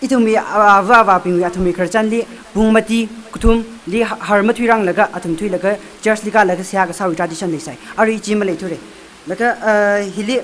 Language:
Tangkhul Naga (India)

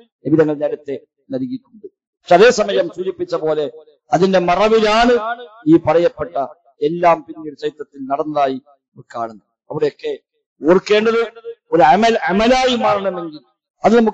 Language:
Malayalam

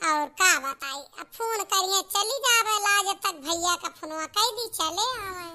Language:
Awadhi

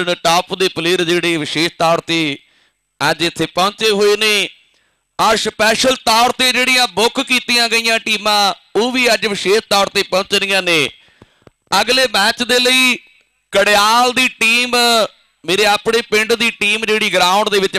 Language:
Punjabi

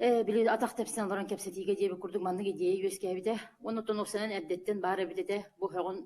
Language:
Yakut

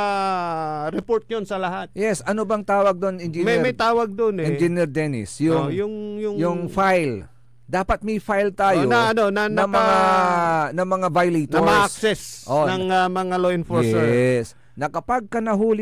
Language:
Pangasinan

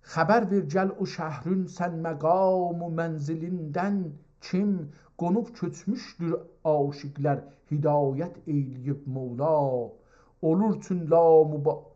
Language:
South Azerbaijani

